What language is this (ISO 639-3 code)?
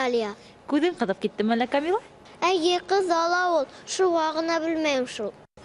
bak